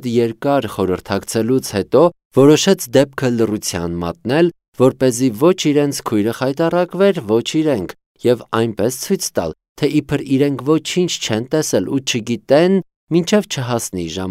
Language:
Armenian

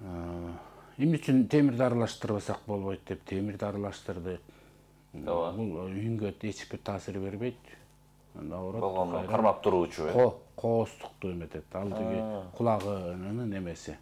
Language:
Kyrgyz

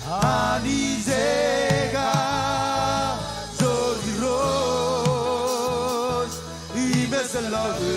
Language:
Marshallese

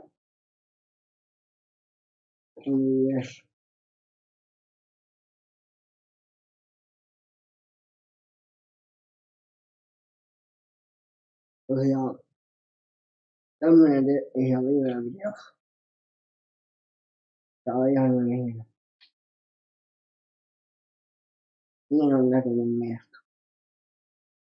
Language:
Finnish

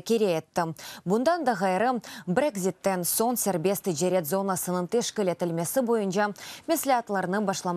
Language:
Crimean Tatar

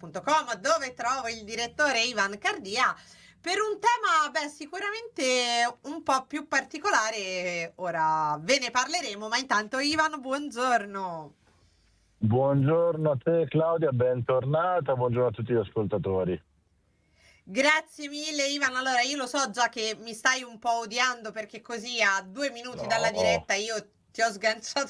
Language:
Italian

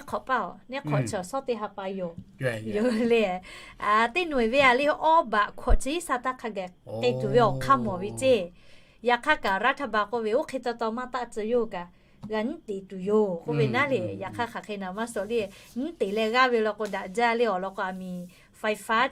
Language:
Lahu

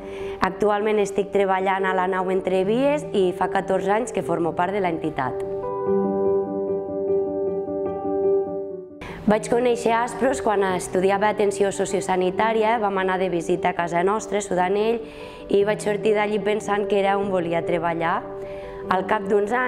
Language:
Catalan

